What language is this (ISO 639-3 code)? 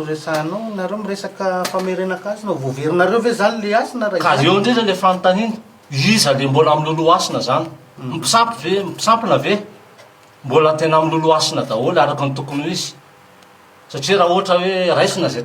mlg